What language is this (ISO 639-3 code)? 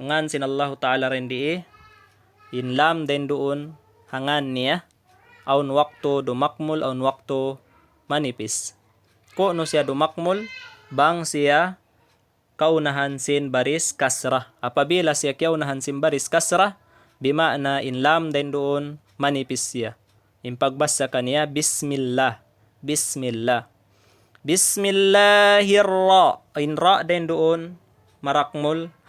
tsg